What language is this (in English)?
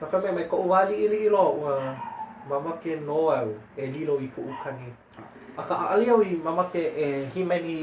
Hawaiian